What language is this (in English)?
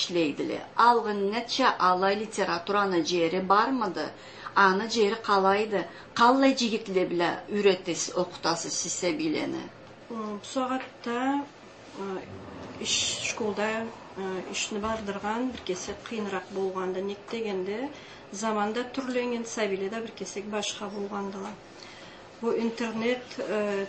Karachay-Balkar